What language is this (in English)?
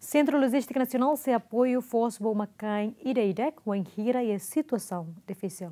Tetum